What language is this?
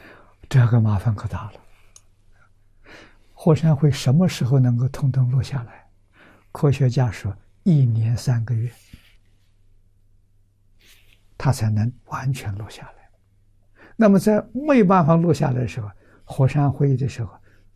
Chinese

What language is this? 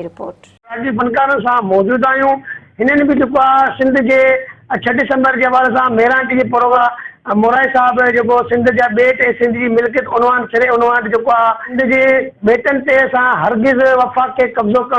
Sindhi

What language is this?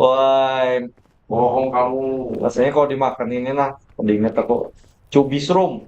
Banjar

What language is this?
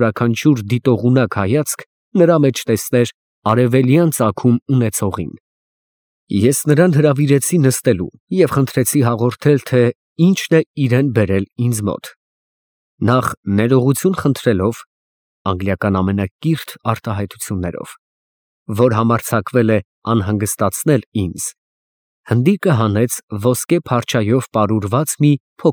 Armenian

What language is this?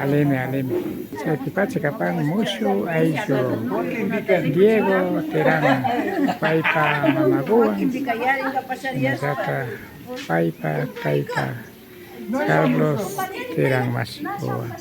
Imbabura Highland Quichua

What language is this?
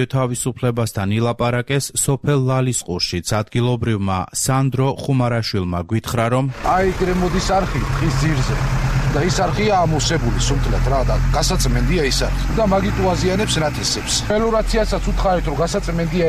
Georgian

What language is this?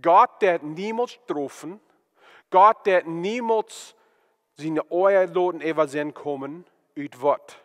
Plautdietsch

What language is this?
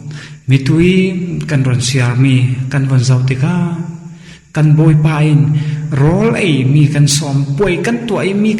Falam Chin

